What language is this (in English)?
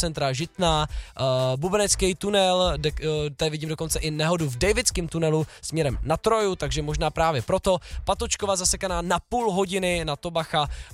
Czech